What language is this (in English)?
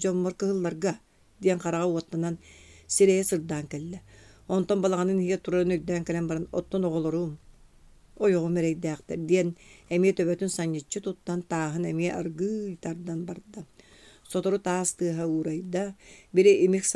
Yakut